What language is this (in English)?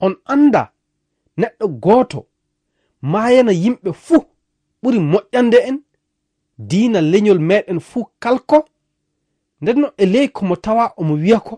Fula